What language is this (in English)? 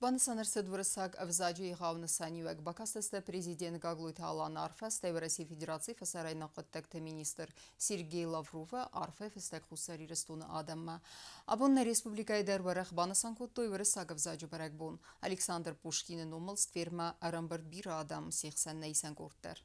Ossetic